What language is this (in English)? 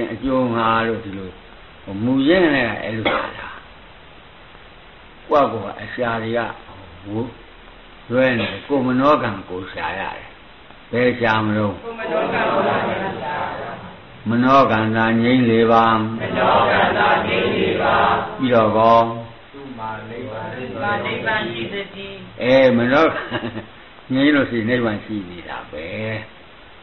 Burmese